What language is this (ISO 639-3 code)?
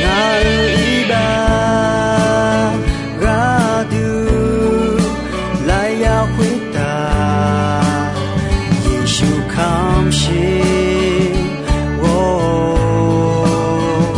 ahk